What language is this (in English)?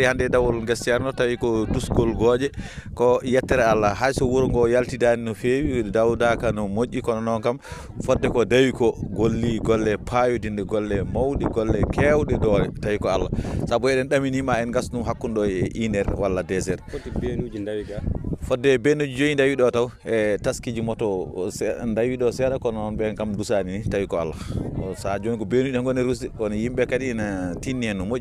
Fula